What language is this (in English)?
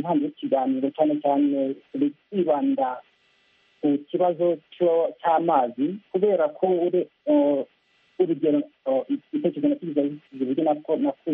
Kinyarwanda